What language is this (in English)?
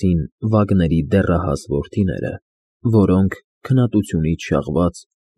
Armenian